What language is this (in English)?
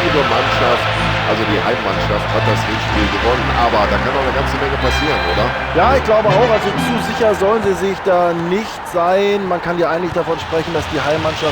Bavarian